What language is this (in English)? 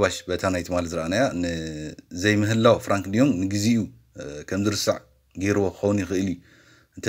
Tigrinya